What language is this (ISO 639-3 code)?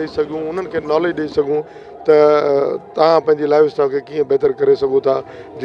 snd